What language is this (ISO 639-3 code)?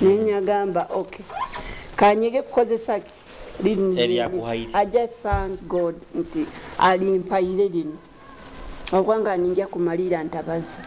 nyo